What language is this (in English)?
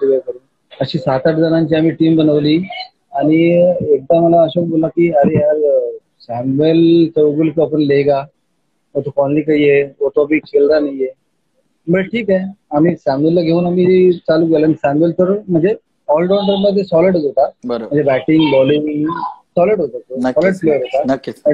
Marathi